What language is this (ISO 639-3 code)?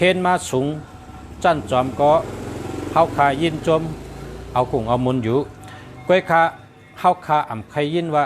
shn